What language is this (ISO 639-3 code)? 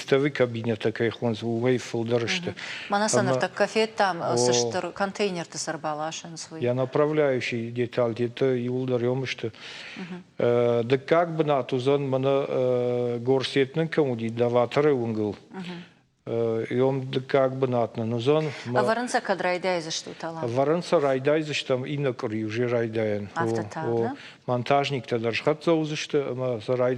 oss